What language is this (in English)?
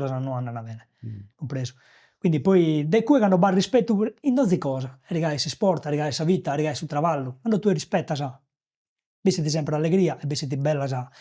Sardinian